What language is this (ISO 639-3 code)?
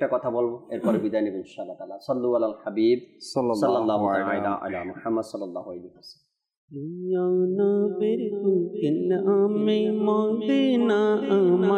ben